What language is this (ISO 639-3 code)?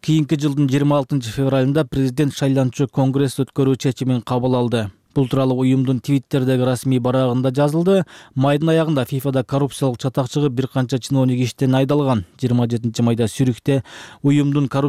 kir